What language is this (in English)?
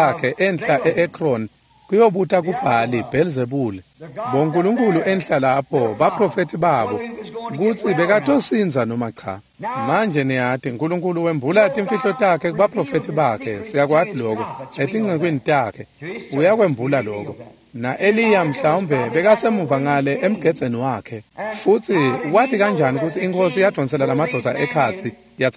Swati